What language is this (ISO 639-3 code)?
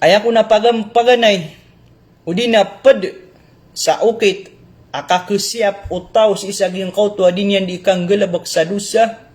mrw